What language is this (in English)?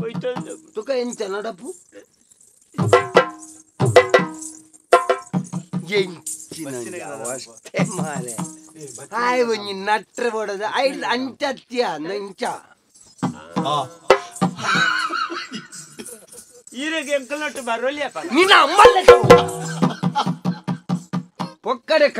Tulu